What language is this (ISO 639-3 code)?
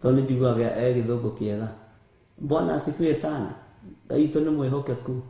kik